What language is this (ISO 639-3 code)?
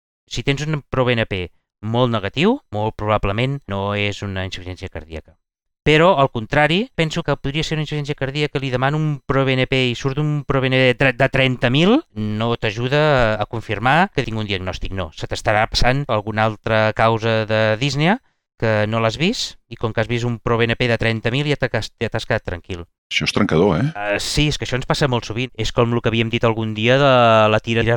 cat